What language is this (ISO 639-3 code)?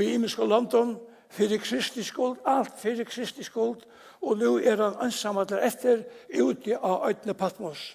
fao